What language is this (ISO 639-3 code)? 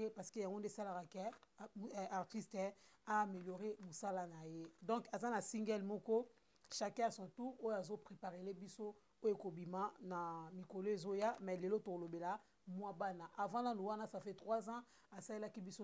lin